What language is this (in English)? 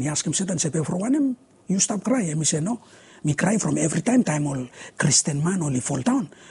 Bislama